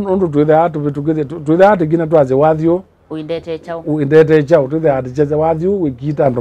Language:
Kamba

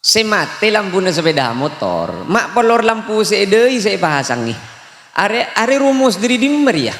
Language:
Madurese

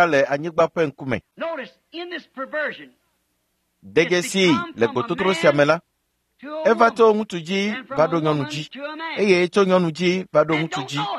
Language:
Ewe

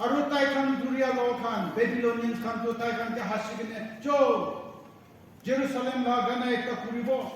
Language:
Naga Pidgin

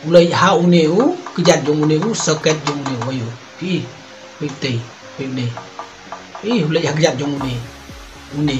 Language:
Khasi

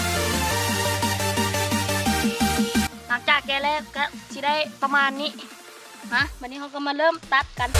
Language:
Lao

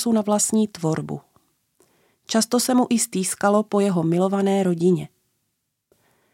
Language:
Czech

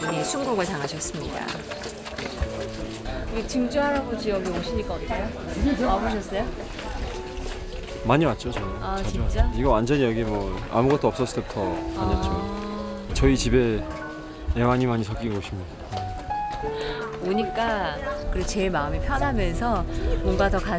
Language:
Korean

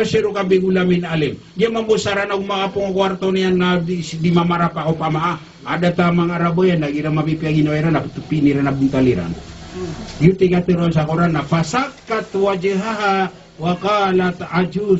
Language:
Maranao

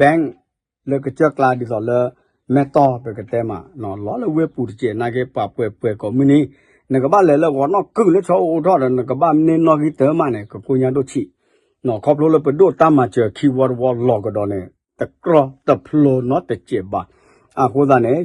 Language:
S'gaw Karen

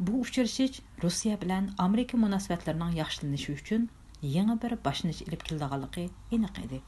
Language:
Uyghur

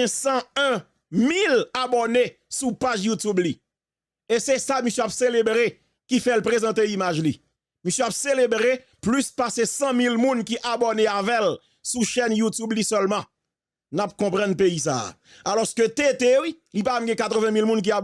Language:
Haitian Creole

